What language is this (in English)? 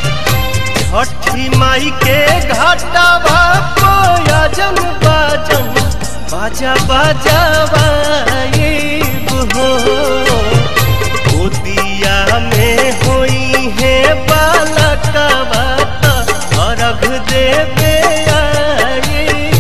Bhojpuri